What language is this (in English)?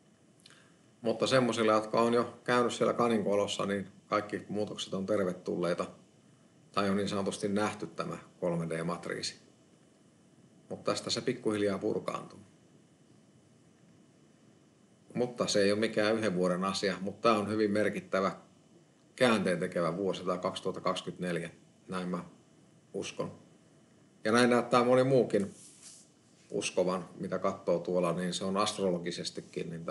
Finnish